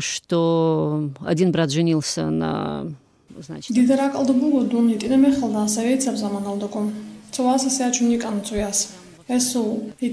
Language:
Avaric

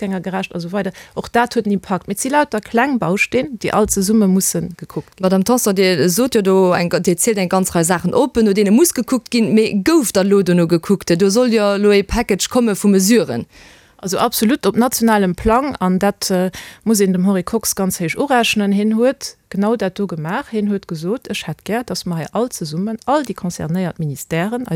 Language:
Luxembourgish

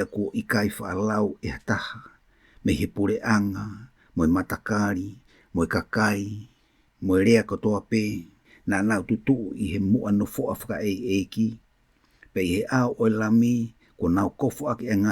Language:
Tongan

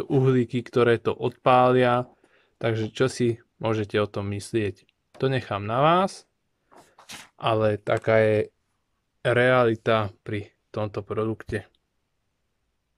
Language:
Slovak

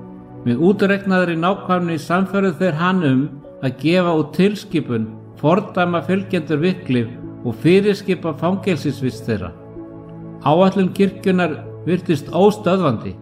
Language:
Icelandic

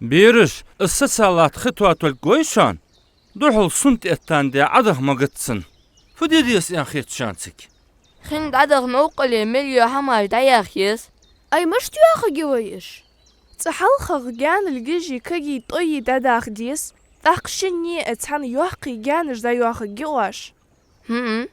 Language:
Ingush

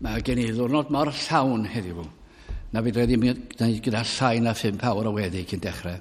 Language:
Welsh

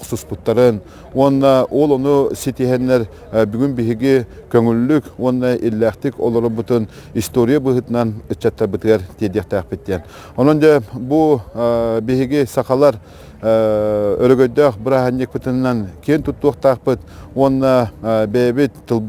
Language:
Yakut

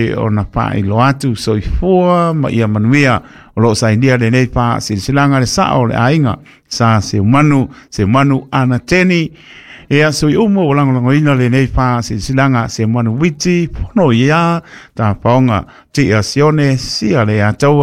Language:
Samoan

